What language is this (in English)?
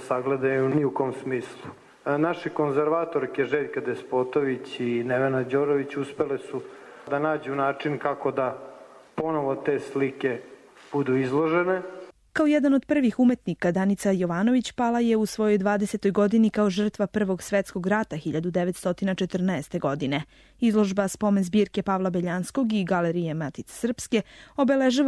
Serbian